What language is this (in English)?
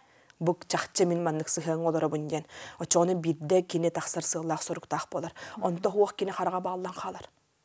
Yakut